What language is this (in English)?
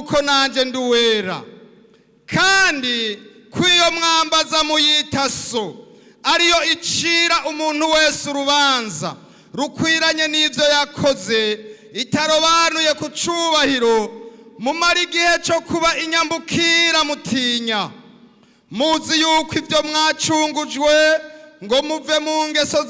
Rundi